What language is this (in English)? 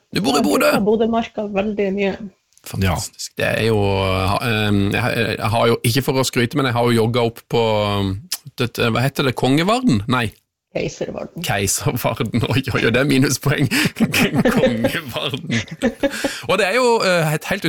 Norwegian